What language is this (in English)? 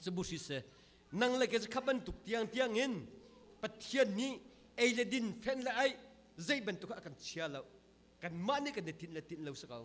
Hakha Chin